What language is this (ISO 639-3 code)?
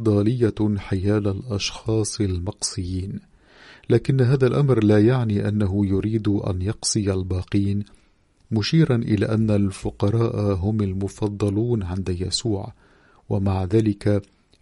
ara